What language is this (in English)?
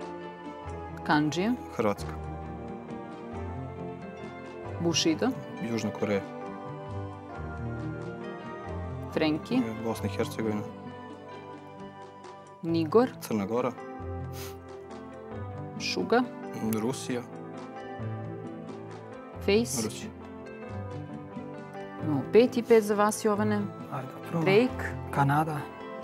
Serbian